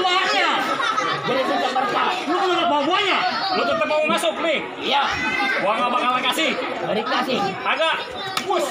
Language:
Betawi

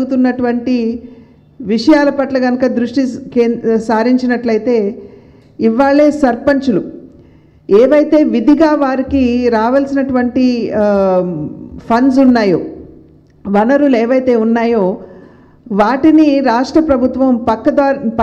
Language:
Telugu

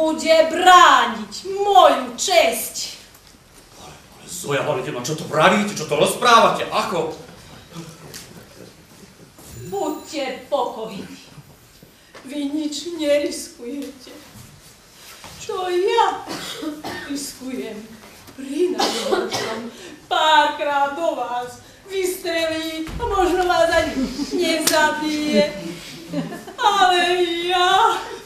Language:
Slovak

